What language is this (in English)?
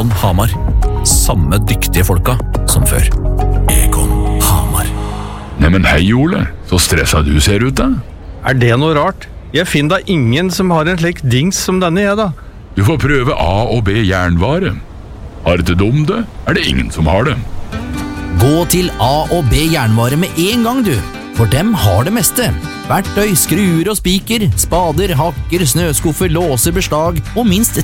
Norwegian